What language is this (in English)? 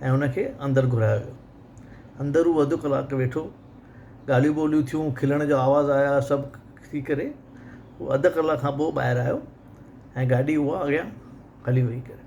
Sindhi